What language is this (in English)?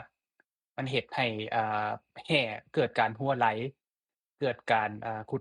Lao